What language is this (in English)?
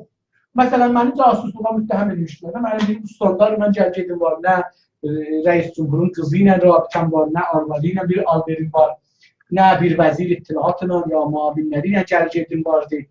South Azerbaijani